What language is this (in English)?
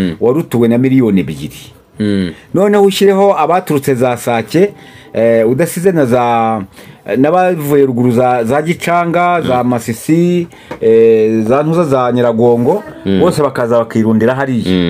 Kinyarwanda